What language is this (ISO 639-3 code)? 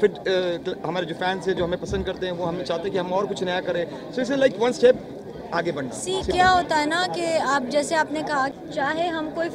hin